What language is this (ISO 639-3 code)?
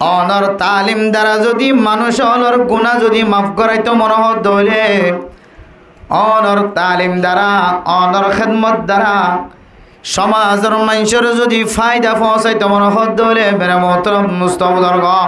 rhg